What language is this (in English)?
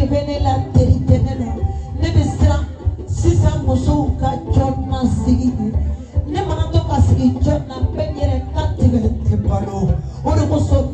Bambara